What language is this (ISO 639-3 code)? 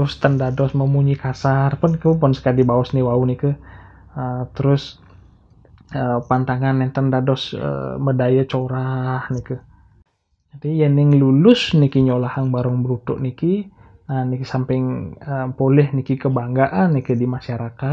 ban